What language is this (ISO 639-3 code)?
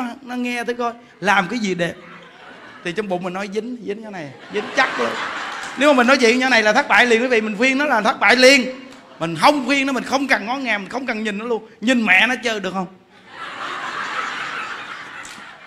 vie